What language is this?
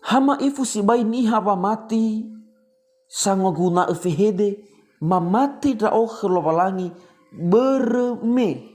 Nias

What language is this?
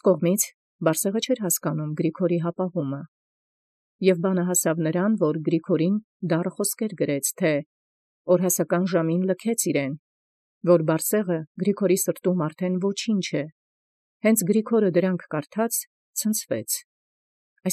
Armenian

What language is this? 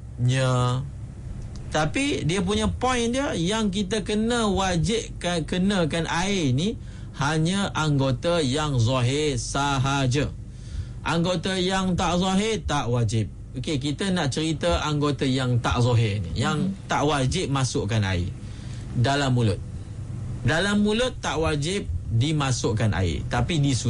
Malay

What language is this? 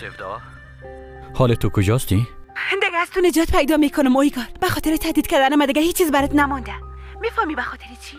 Persian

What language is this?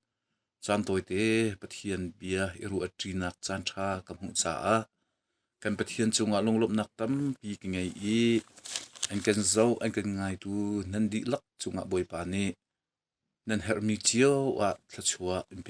Hakha Chin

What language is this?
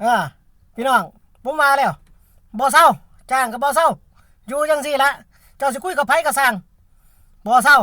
Northeastern Thai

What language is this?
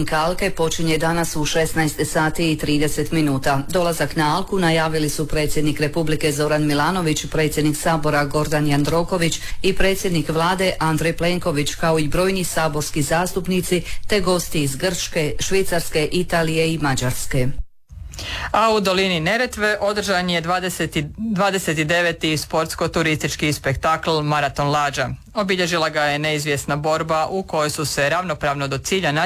Croatian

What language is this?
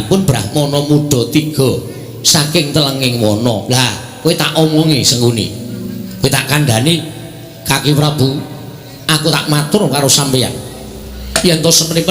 Javanese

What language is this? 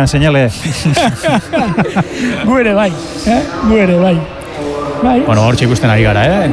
Basque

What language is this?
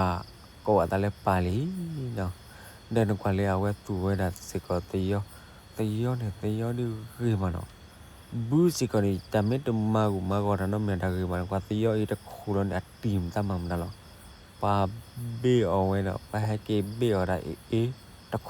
S'gaw Karen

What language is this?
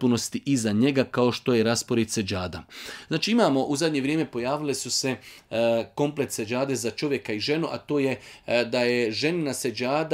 Bosnian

